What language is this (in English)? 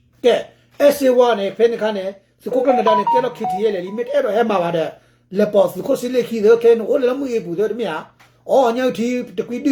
S'gaw Karen